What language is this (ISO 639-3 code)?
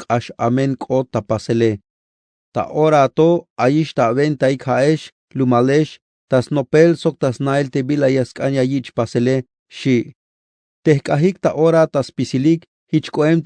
tzh